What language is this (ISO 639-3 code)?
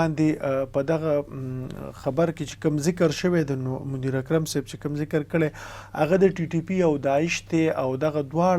pus